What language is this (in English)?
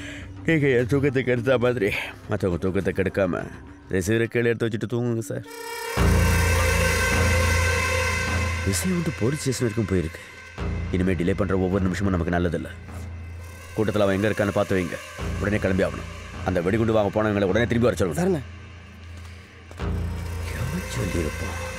Tamil